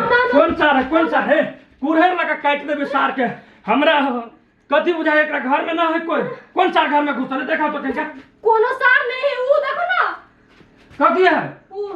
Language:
Maithili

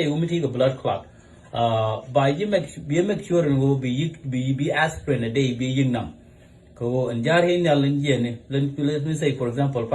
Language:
Nuer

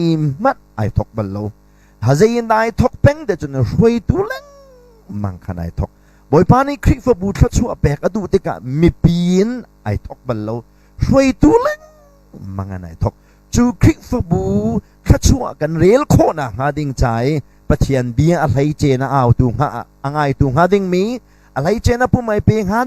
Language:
Hakha Chin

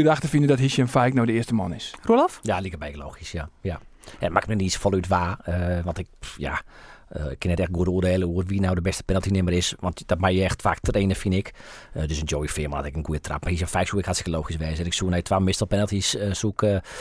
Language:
Western Frisian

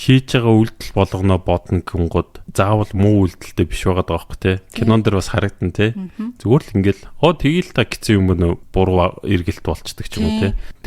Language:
Mongolian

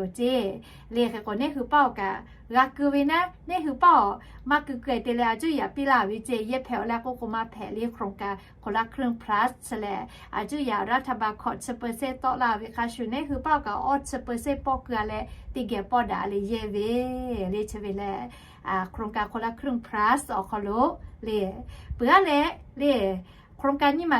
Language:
Lahu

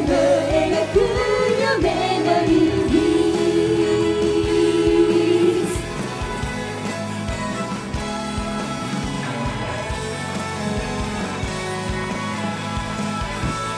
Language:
Japanese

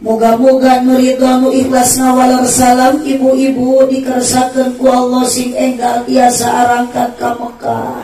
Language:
Sundanese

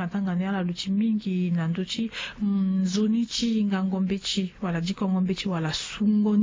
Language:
Sango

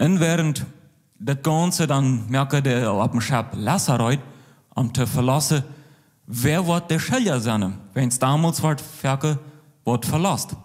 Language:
Plautdietsch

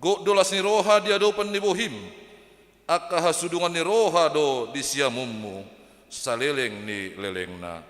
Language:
Batak Toba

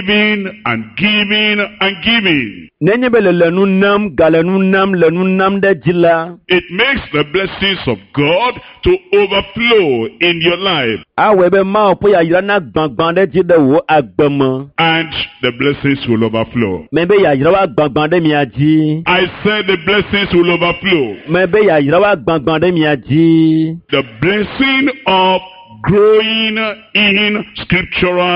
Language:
Ewe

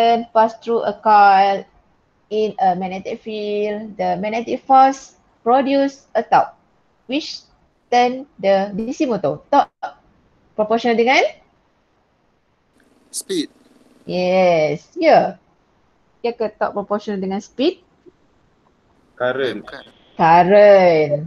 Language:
Malay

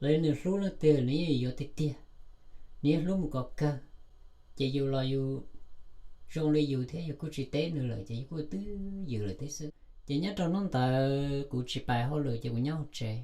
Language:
Hmong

